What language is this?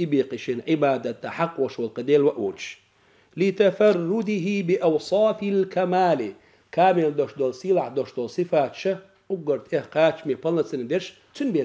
Chechen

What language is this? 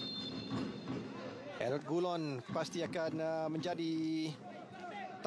Malay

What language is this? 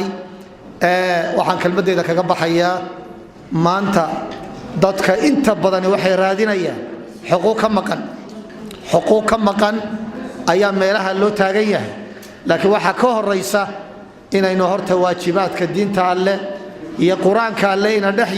Somali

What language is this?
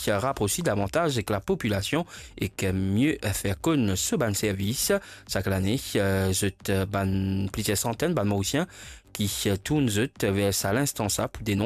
Morisyen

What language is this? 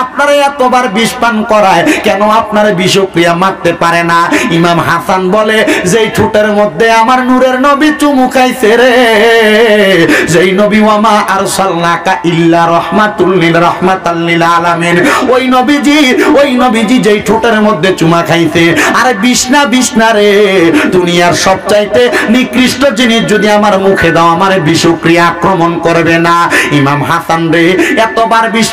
Bangla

